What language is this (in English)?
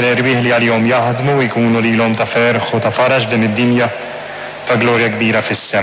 Maltese